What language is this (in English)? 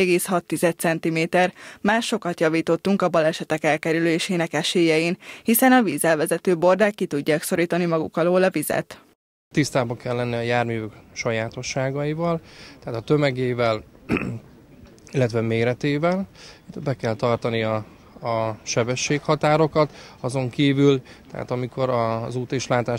Hungarian